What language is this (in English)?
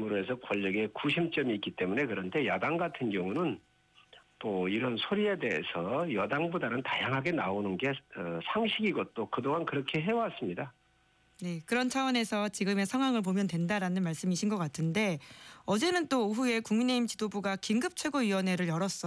Korean